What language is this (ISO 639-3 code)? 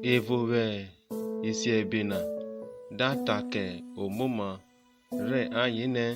urh